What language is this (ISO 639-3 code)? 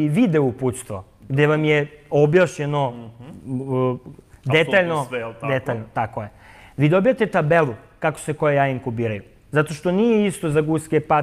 srp